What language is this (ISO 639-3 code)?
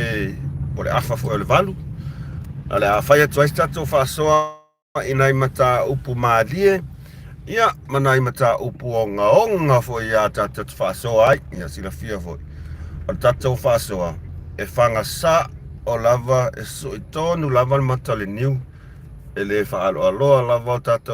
smo